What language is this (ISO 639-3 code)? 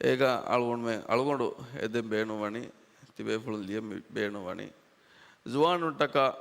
div